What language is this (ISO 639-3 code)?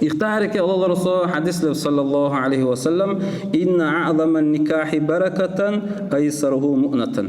dar